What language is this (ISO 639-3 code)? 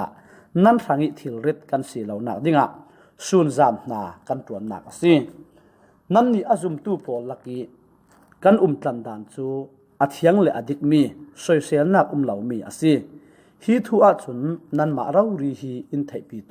cfm